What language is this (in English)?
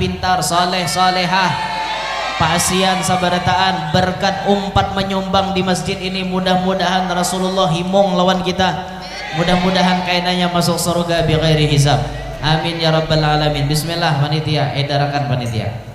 Banjar